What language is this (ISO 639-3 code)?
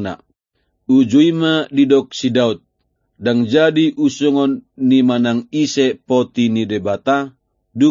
bbc